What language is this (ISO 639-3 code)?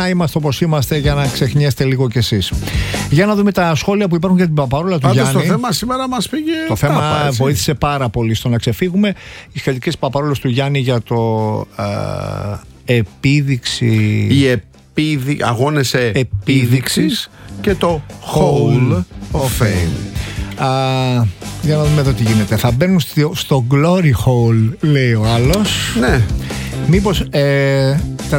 ell